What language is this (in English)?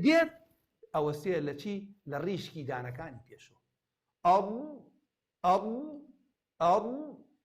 Central Kurdish